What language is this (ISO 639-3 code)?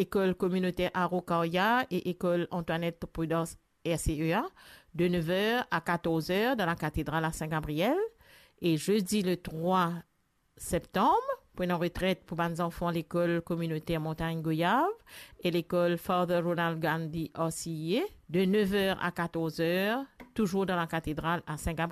mfe